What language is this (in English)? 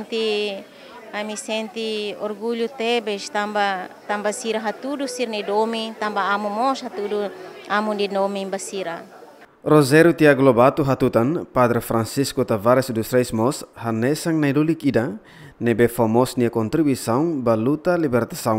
Tetum